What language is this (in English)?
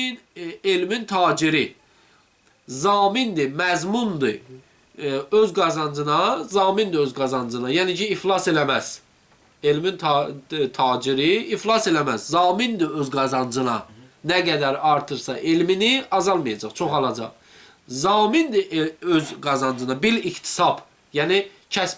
Azerbaijani